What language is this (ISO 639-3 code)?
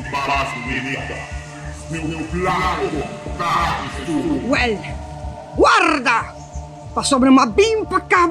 pap